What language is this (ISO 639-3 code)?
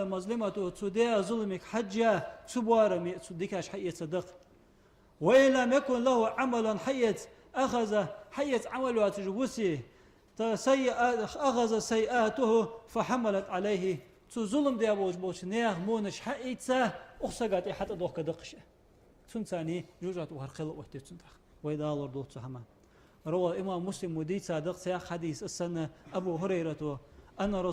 inh